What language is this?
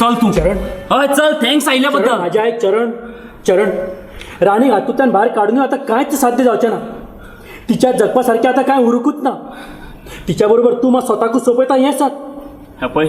Konkani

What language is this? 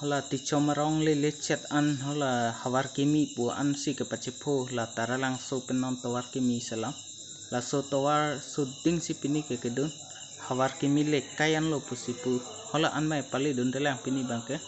Karbi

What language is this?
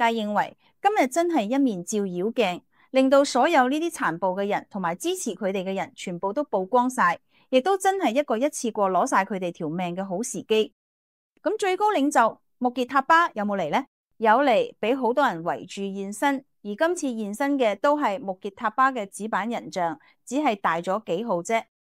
Cantonese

